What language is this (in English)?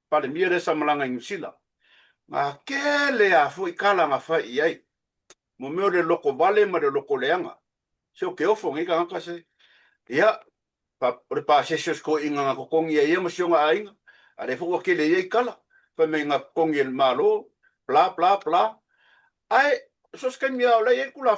Samoan